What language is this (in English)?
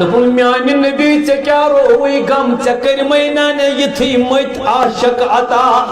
Kashmiri